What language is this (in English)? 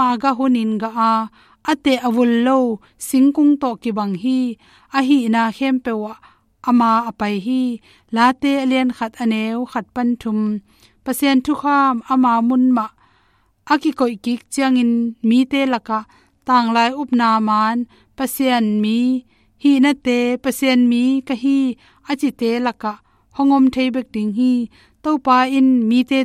Tedim Chin